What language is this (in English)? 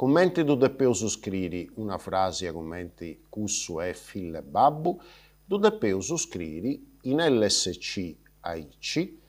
Sardinian